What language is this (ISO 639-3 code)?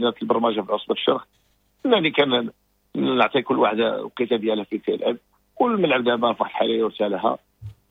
ary